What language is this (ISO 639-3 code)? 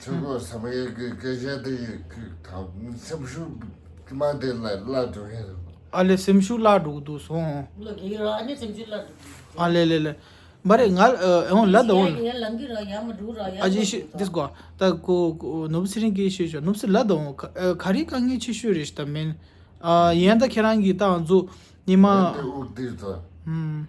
bod